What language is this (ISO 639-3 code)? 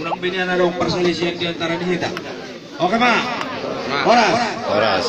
bbc